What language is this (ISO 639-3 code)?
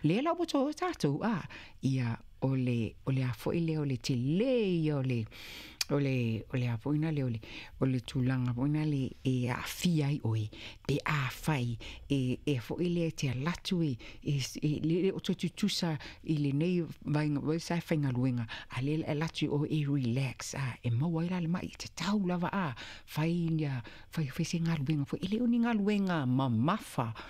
smo